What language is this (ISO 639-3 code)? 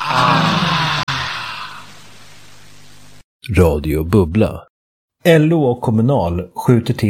swe